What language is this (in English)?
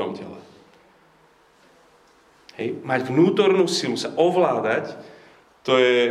Slovak